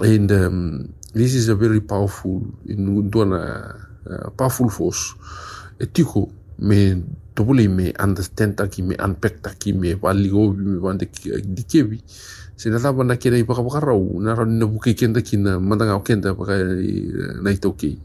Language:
Fijian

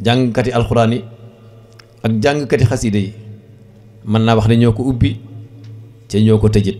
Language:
Wolof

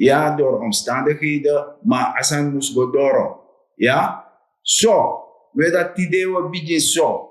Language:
Sranan Tongo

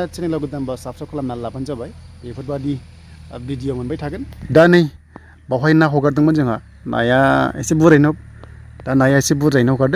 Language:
Bodo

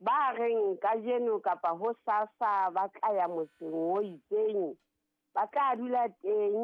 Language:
Southern Sotho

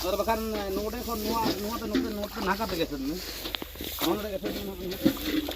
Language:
Santali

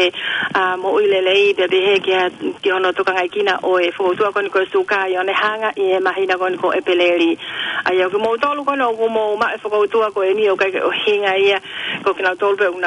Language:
Tongan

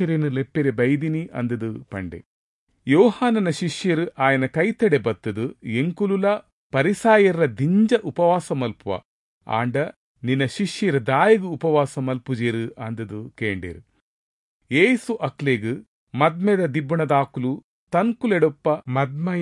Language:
Tulu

